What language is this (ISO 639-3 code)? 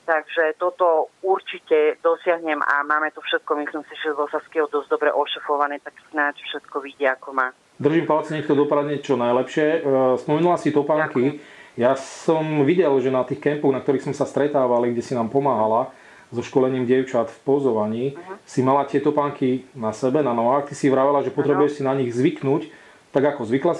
slk